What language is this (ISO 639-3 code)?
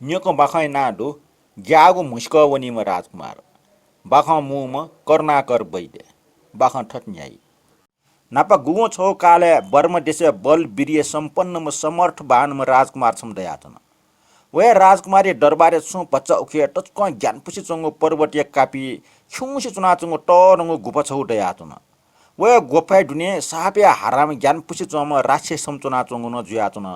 new